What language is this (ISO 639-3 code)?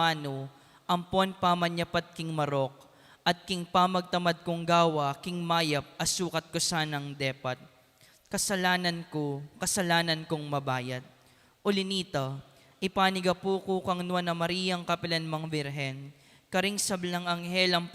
pam